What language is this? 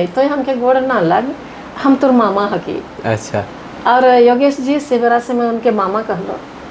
Sadri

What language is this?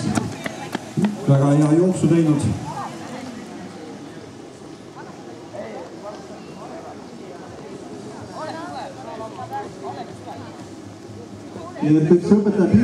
Estonian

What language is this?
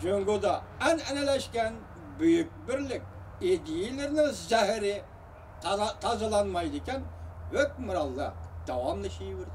Uyghur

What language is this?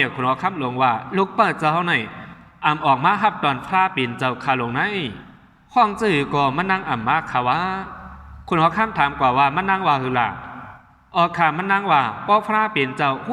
Shan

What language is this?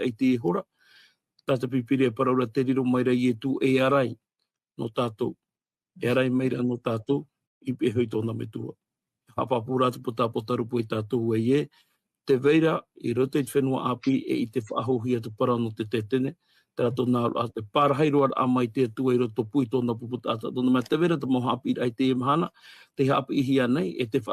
Tahitian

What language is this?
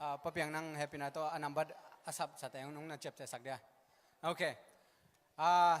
Tedim Chin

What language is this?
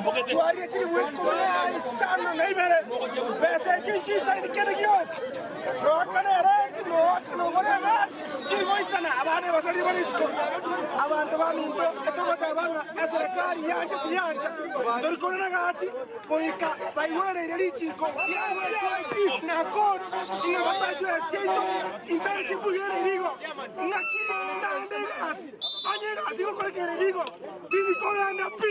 Gusii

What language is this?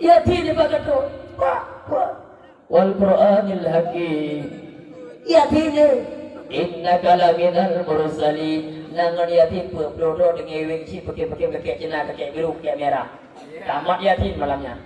Achinese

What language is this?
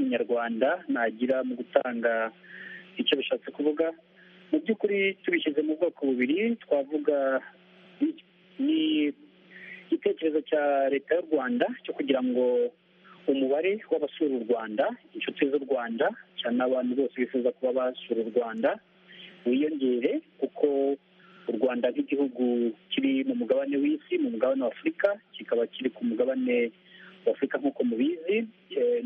Kinyarwanda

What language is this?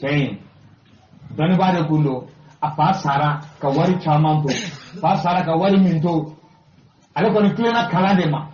Bambara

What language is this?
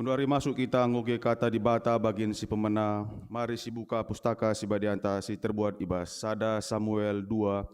Batak Karo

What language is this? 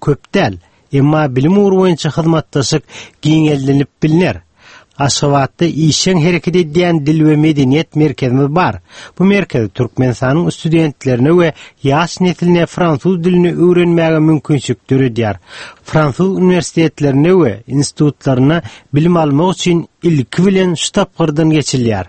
Turkmen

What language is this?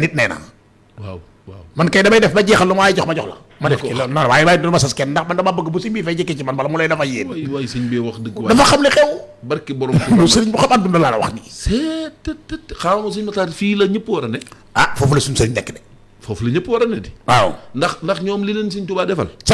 Wolof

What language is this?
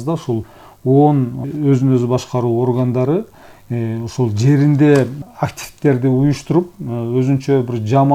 Kyrgyz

